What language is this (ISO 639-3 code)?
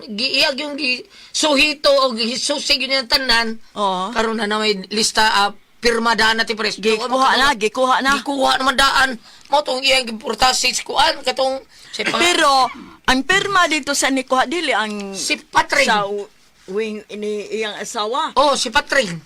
ceb